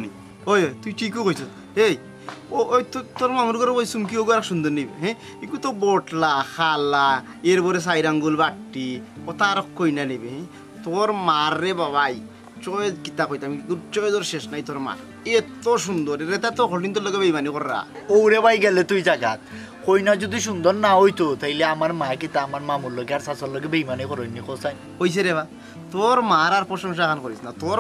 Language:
Sylheti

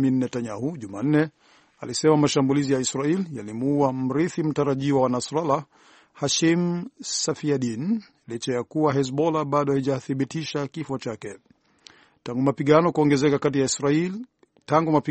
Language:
Swahili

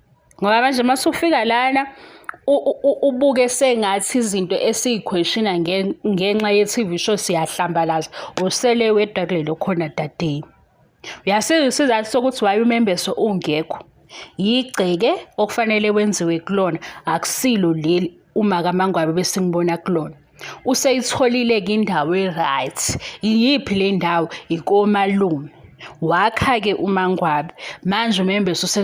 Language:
Zulu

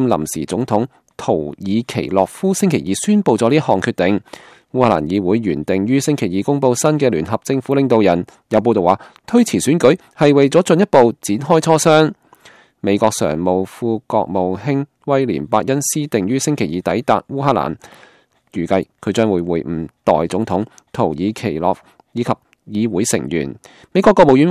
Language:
Cantonese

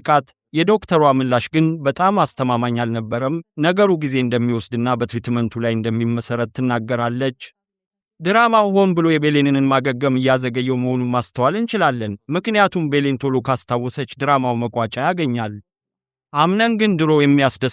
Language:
Amharic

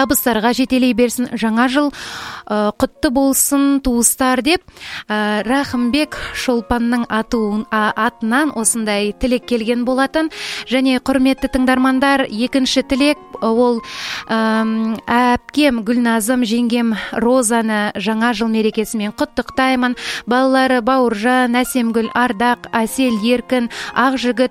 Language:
Kazakh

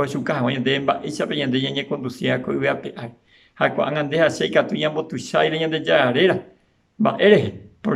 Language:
Guarani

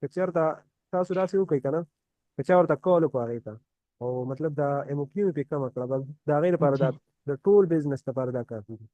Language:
Pashto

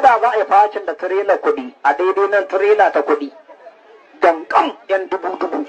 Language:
Hausa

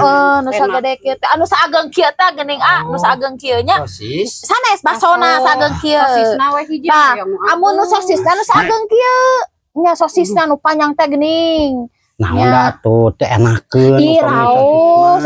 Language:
Sundanese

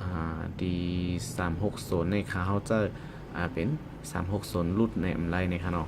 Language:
Shan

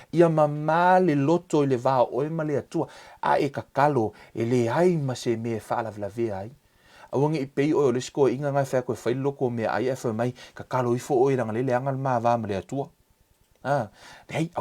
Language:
Samoan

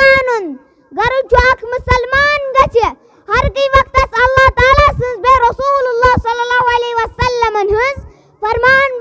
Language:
Kashmiri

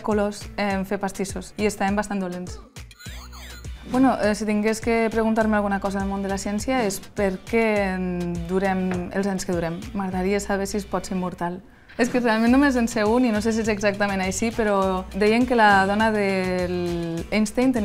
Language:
Catalan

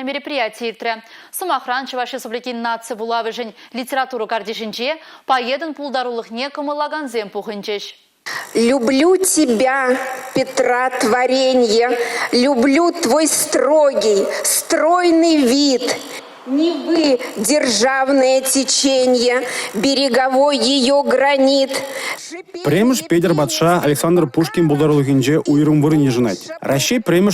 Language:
Chuvash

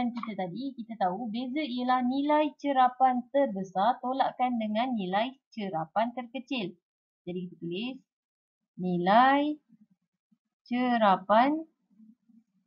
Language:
Malay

